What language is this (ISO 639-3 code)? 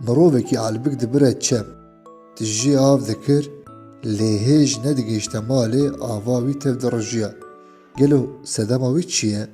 kur